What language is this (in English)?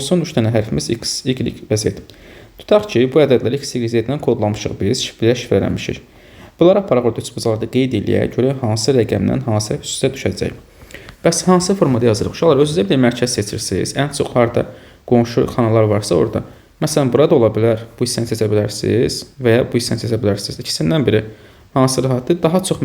Azerbaijani